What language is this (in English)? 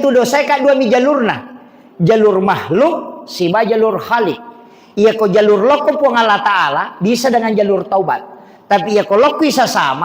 Buginese